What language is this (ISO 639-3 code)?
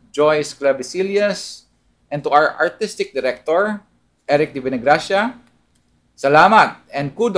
hil